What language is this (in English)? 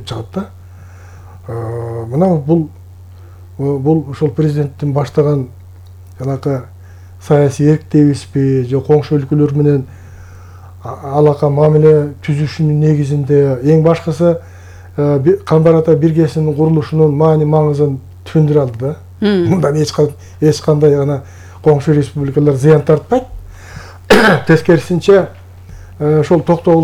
Kyrgyz